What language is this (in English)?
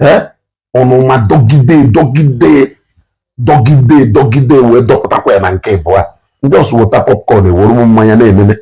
Igbo